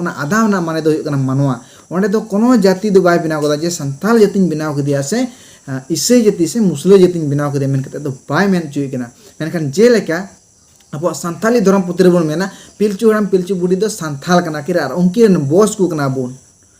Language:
Santali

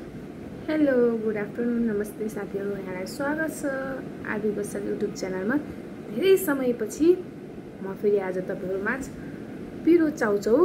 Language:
Nepali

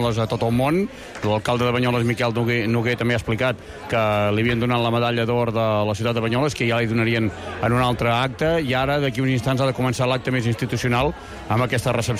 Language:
Catalan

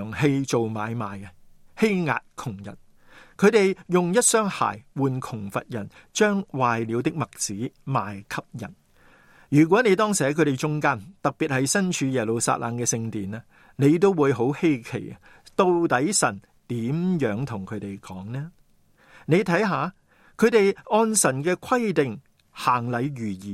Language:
Cantonese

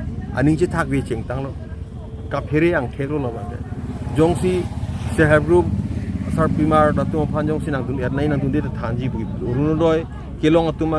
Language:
Karbi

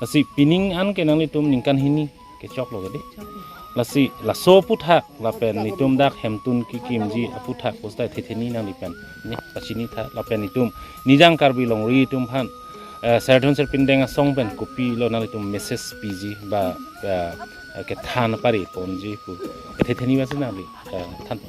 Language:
Karbi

